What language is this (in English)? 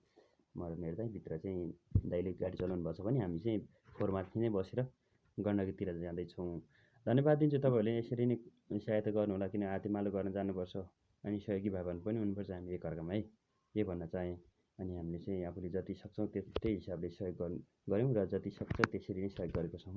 Nepali